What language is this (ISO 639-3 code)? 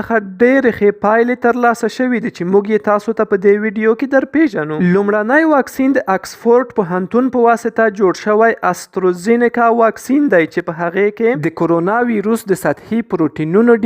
pus